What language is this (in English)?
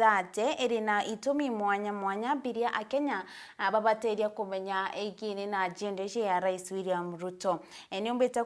Meru